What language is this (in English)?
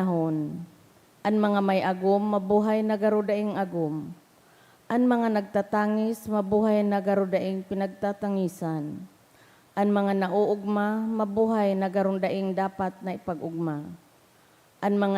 Bikol